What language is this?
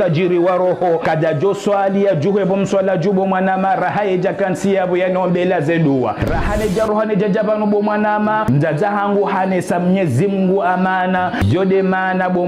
Ngazidja Comorian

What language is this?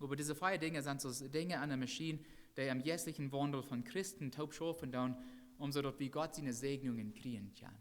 Plautdietsch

